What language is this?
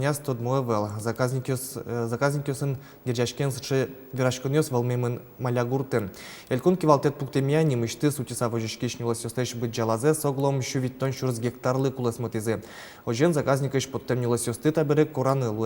Udmurt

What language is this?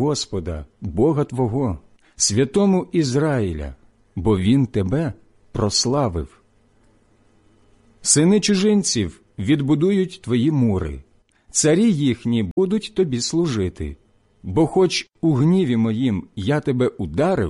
Ukrainian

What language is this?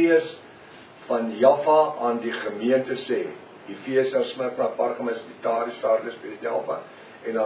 Afrikaans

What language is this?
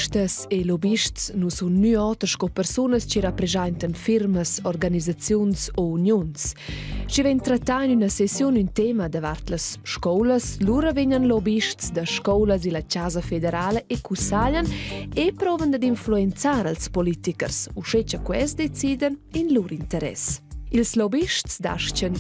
Romansh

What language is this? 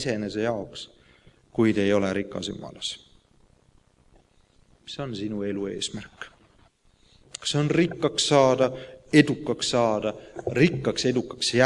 Estonian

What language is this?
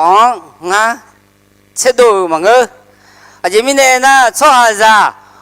Akha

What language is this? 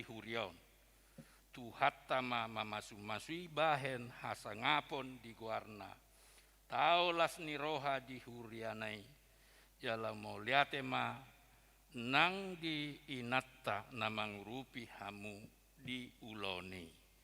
Batak Toba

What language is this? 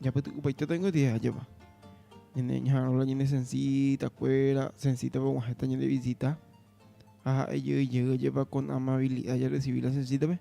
Guarani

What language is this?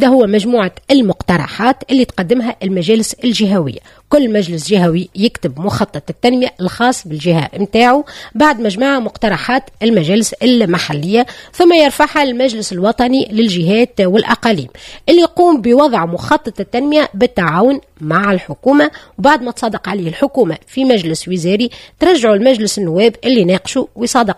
Tunisian Arabic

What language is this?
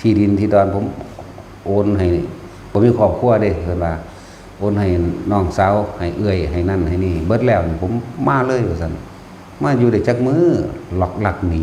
Northeastern Thai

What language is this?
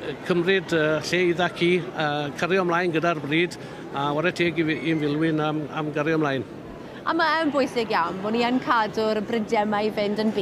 Welsh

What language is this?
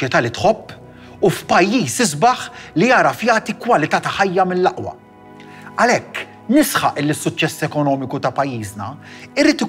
Maltese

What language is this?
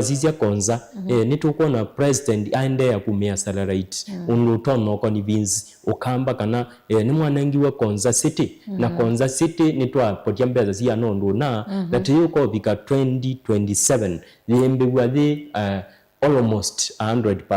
Kamba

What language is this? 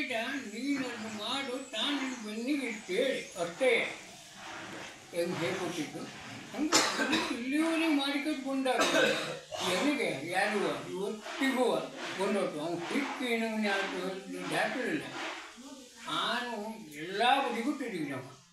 Kannada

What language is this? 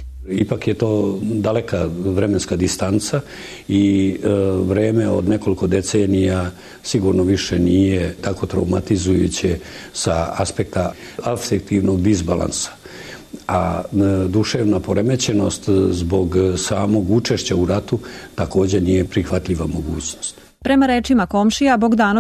Serbian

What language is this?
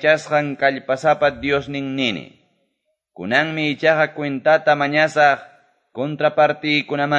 Quechua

